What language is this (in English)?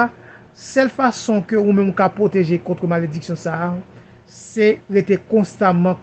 Haitian Creole